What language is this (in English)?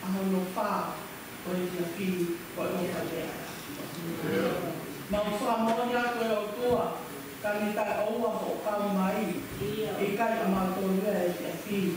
Tongan